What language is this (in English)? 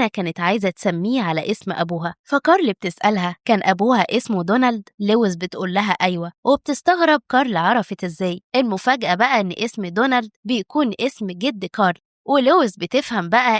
Egyptian Arabic